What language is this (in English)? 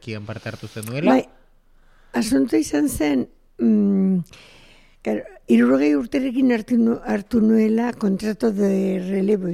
Basque